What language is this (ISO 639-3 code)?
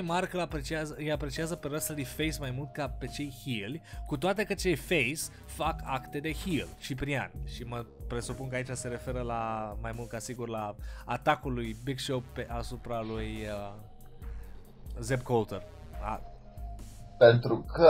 ron